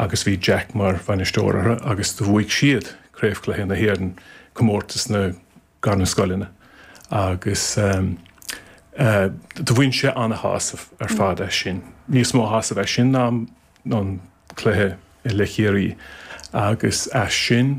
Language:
Irish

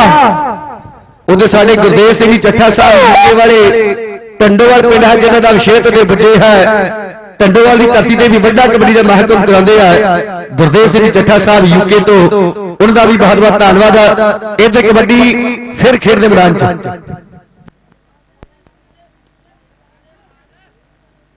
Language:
Punjabi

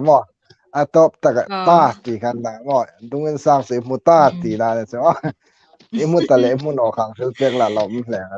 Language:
Hmar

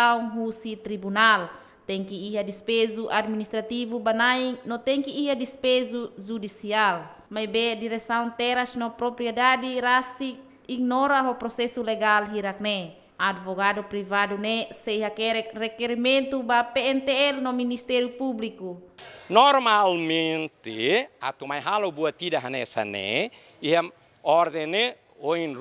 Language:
Tetum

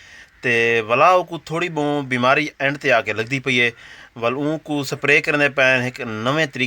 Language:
Saraiki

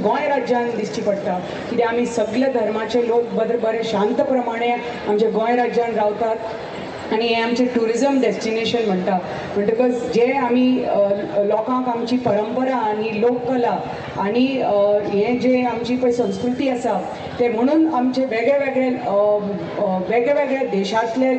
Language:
Konkani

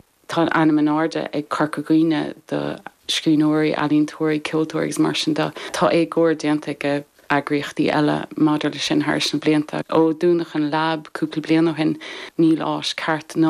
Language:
Irish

